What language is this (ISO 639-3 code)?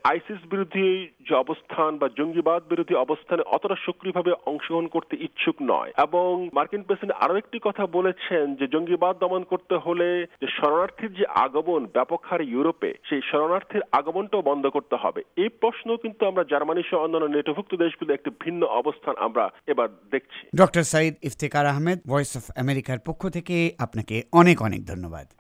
ben